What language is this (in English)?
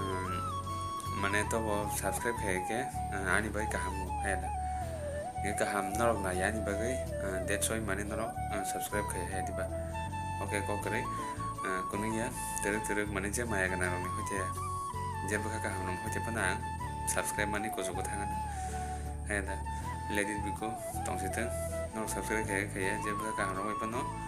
Kok Borok